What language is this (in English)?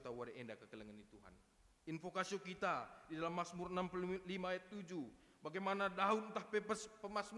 Batak Karo